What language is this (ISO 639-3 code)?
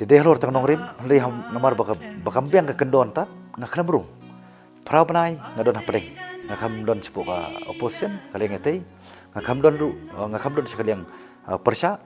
kha